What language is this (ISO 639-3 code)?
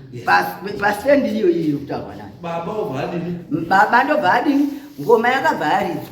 sna